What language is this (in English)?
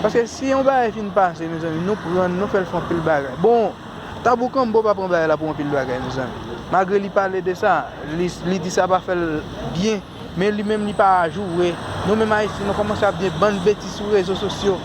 Haitian Creole